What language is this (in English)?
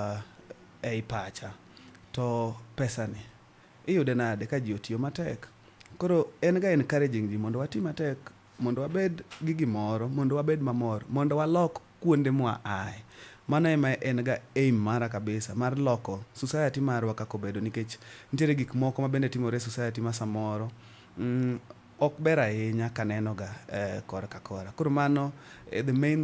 Luo (Kenya and Tanzania)